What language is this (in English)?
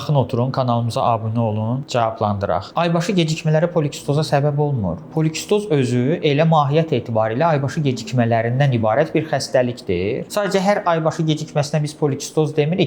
Azerbaijani